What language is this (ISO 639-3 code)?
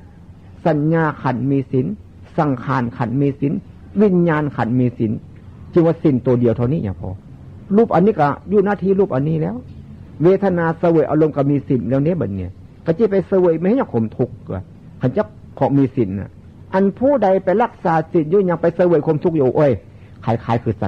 tts